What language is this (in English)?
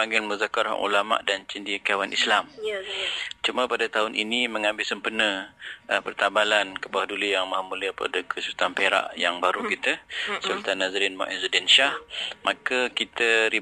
Malay